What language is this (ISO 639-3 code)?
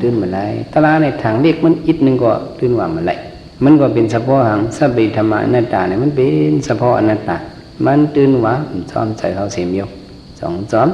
shn